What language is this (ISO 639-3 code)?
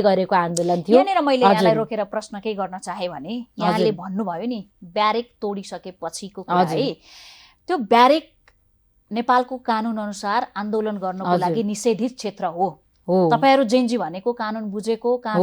nep